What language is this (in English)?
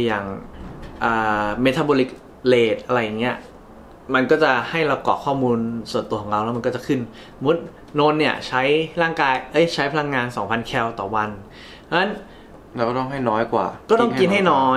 Thai